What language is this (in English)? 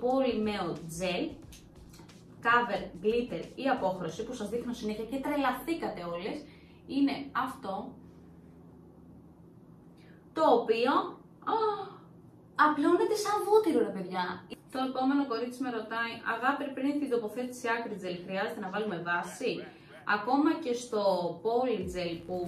Greek